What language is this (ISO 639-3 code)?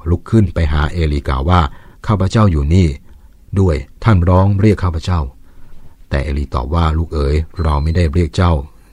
tha